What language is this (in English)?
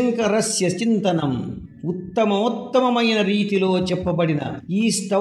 Telugu